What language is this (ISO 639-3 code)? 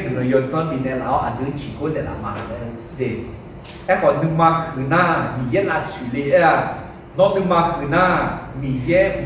ahk